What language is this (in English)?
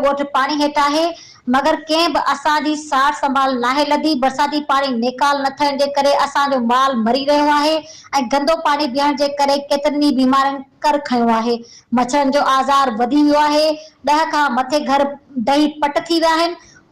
Sindhi